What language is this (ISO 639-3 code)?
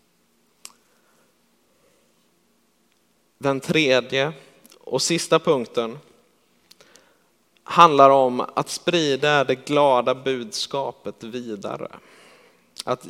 swe